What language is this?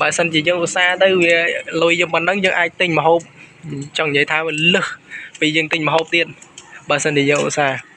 Khmer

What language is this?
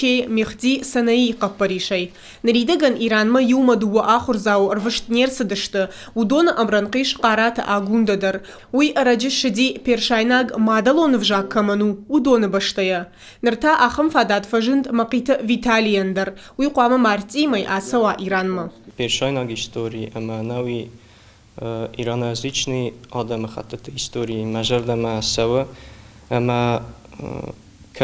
Ossetic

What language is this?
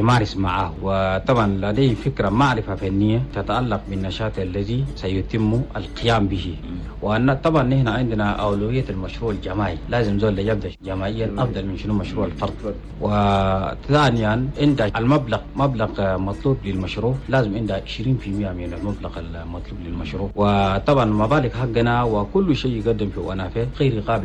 Chadian Arabic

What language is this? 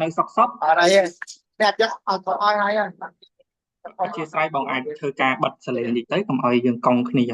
Khmer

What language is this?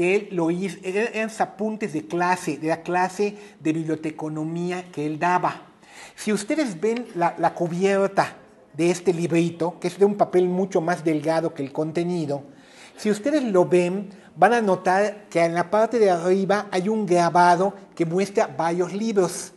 Spanish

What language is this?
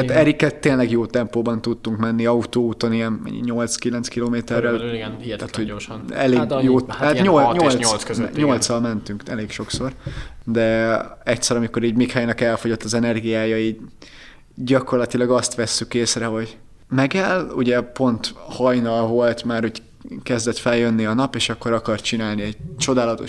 Hungarian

